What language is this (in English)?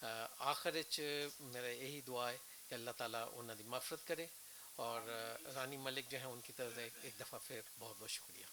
Western Panjabi